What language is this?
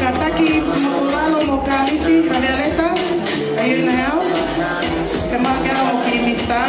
Tongan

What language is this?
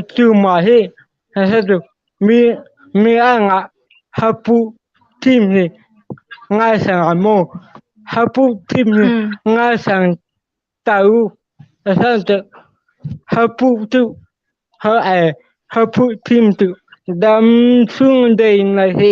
Hmar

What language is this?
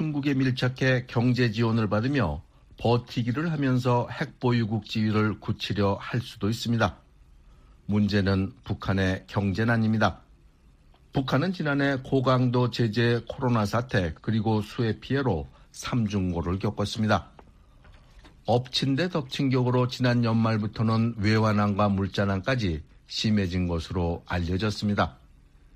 Korean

